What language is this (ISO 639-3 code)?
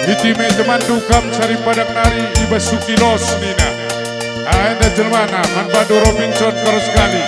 btx